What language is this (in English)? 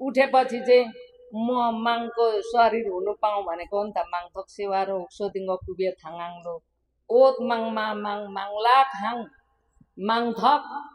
Nepali